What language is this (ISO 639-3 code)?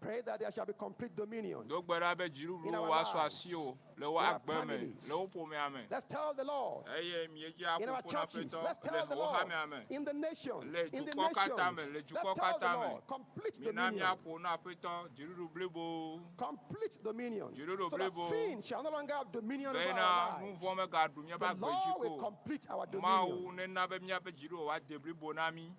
ewe